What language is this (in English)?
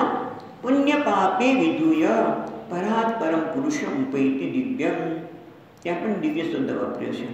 Gujarati